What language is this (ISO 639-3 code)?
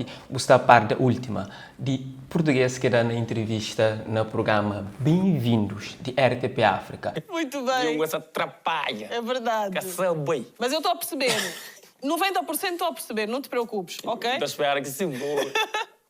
kea